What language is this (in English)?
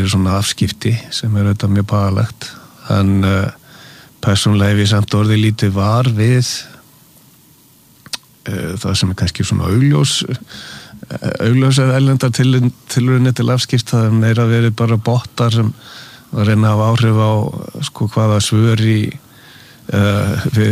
Icelandic